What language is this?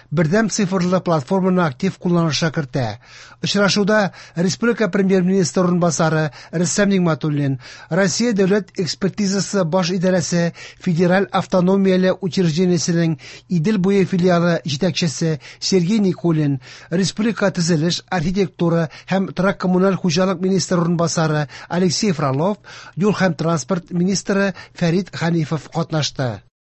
Tatar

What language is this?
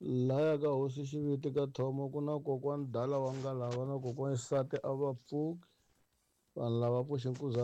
Tsonga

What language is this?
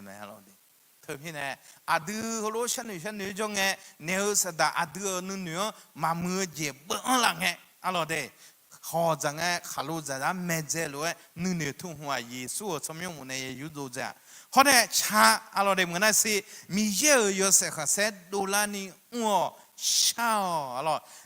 Akha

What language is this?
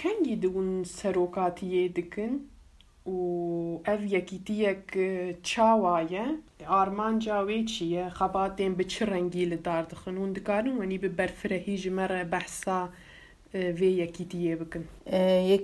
Kurdish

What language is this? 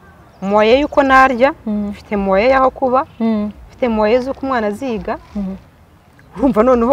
Kinyarwanda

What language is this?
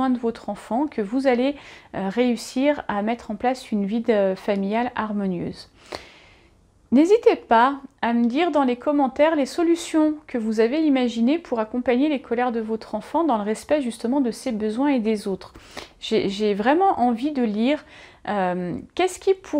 French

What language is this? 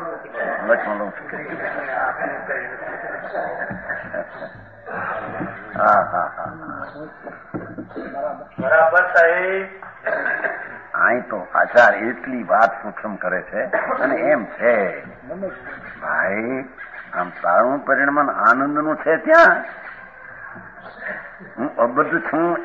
Gujarati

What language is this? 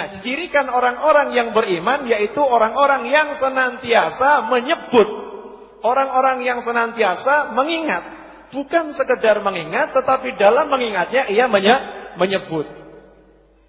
Indonesian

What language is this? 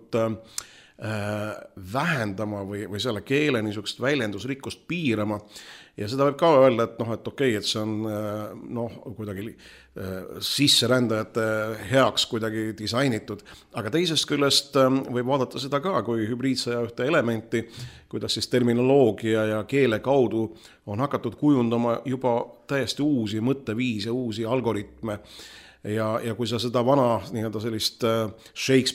Estonian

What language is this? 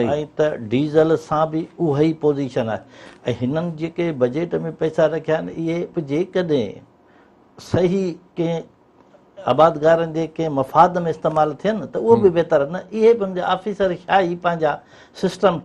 Sindhi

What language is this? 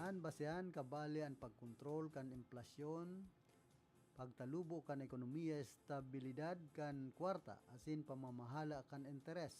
Bikol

